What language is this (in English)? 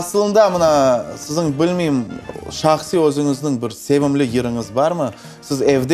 Crimean Tatar